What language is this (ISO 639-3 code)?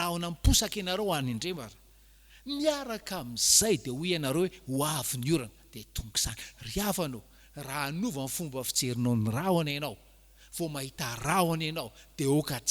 mlg